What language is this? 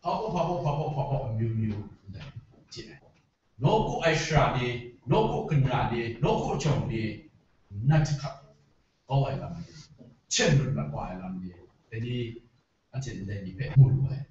Kachin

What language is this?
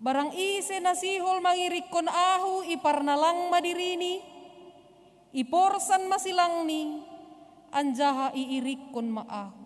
Batak Simalungun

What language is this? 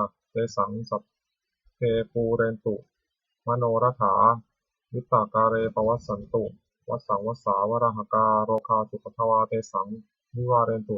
Pali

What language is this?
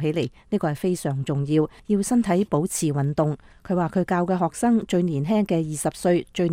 Cantonese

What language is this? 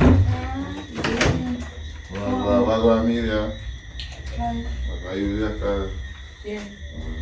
Jamaican Creole English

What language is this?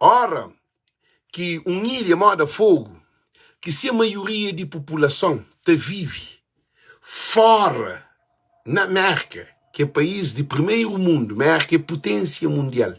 Kabuverdianu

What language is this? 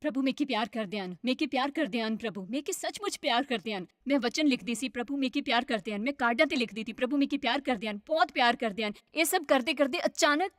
Dogri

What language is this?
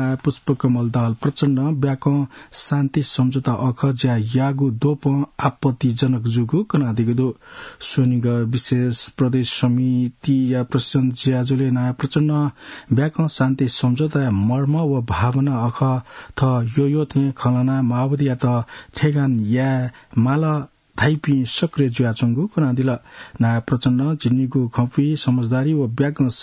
Newari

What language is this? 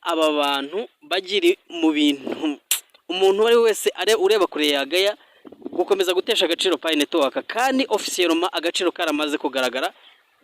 Kinyarwanda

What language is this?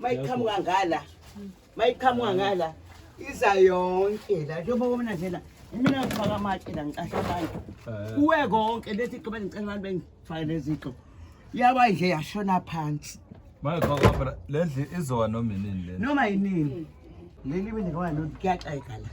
Zulu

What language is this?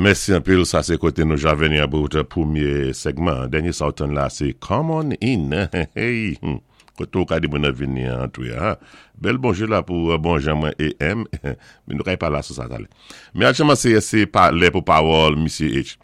Saint Lucian Creole French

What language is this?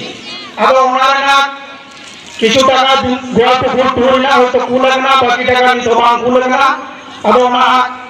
Santali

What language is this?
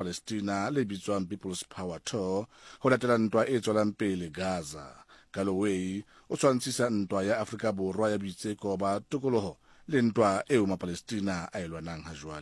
Southern Sotho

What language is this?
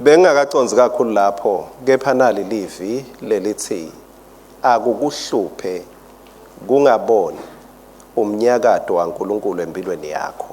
Swati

